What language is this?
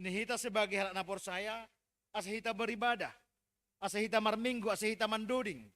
Batak Simalungun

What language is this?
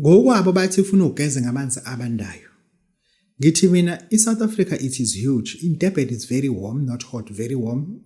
Zulu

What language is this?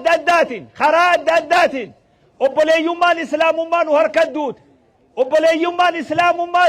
Oromo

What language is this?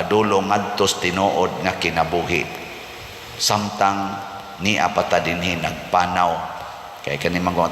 Cebuano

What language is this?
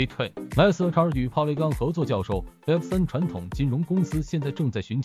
Chinese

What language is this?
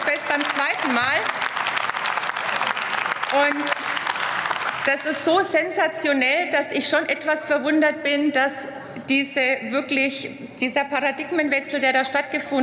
German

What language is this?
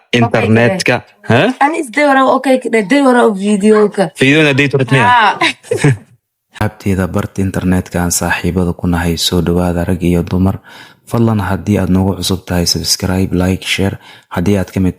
Somali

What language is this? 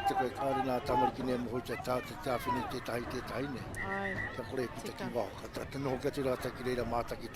Māori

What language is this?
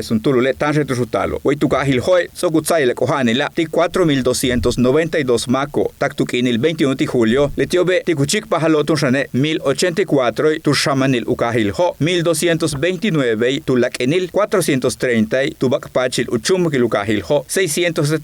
Yucateco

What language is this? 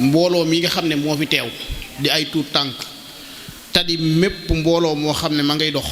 Wolof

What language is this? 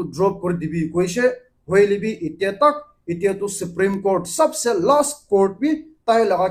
Naga Pidgin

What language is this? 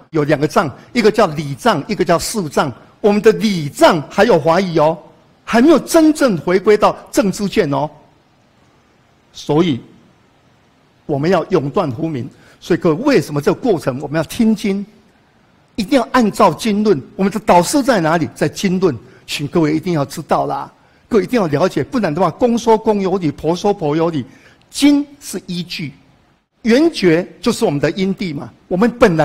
Chinese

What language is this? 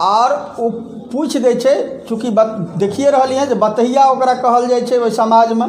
Maithili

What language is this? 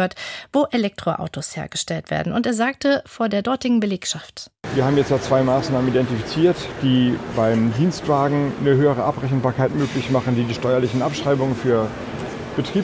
German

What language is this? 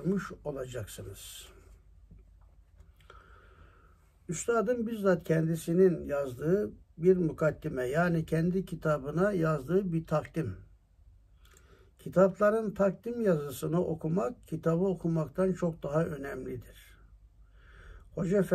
Turkish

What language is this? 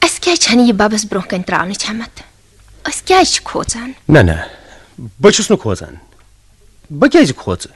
Kashmiri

